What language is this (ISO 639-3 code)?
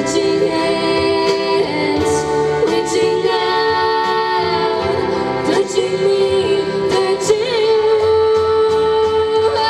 cat